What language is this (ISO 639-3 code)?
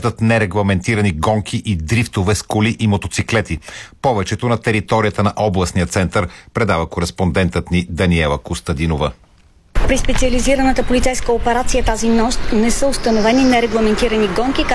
bul